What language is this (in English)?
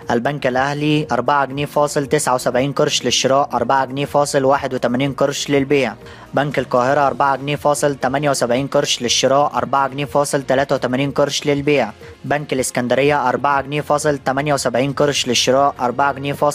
Egyptian Arabic